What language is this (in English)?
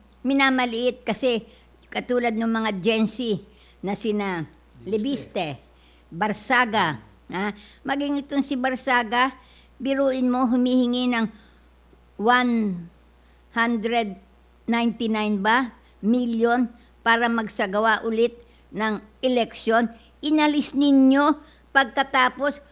Filipino